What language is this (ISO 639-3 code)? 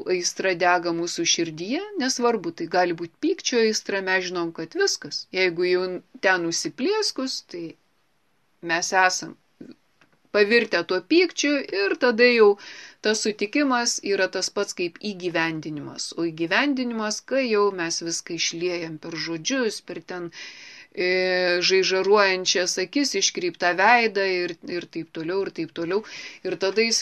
lit